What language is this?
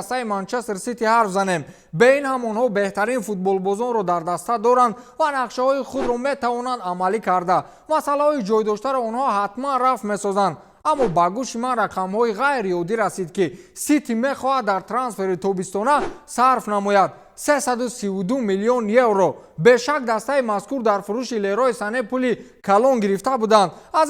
Tajik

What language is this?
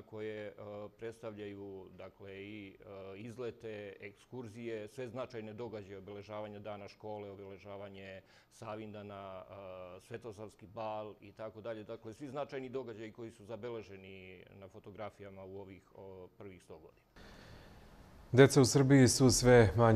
Serbian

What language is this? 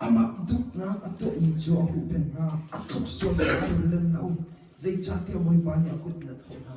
Hakha Chin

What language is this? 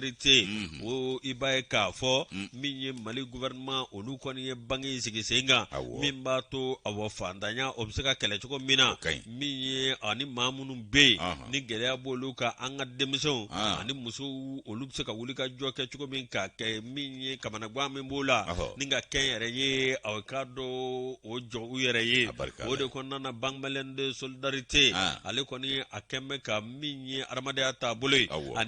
Bambara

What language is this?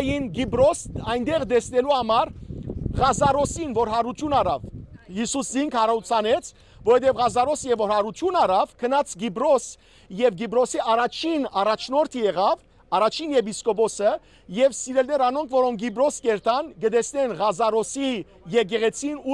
Western Armenian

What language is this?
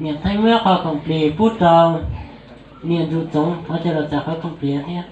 Hmong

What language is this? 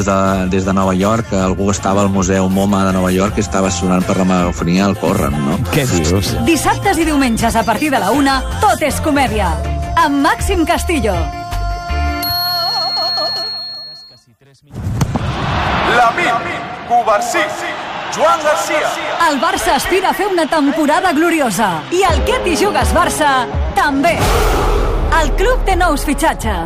Catalan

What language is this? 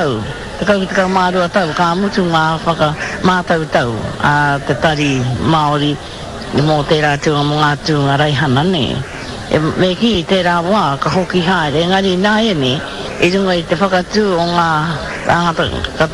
Māori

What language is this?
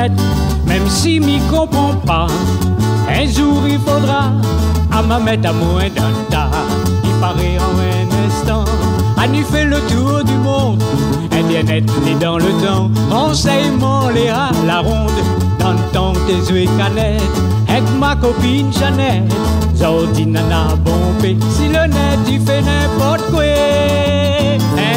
Réunion Creole French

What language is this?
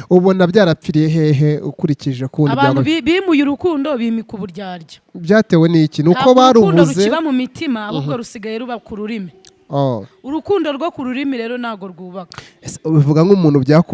Kinyarwanda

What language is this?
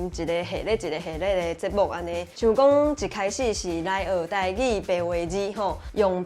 Min Nan Chinese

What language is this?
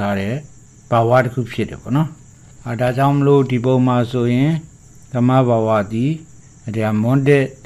Burmese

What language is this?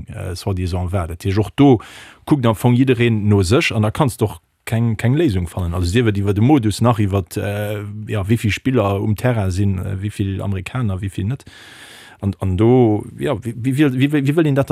Luxembourgish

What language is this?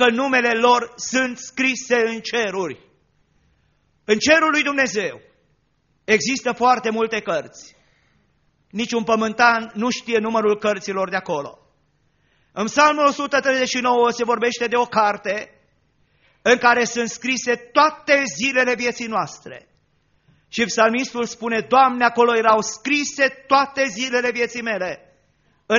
Romanian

